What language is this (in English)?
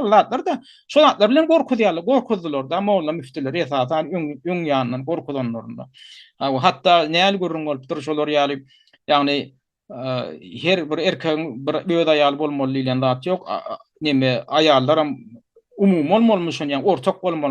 Turkmen